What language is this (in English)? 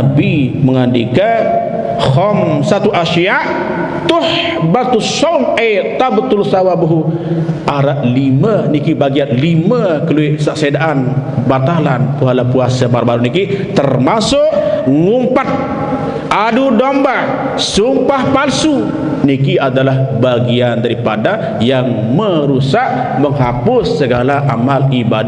Sasak